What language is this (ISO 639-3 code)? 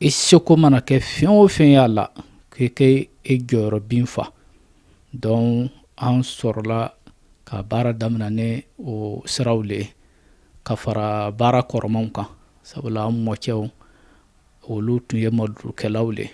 bam